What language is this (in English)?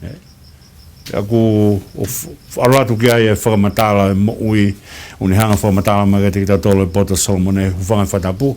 Tongan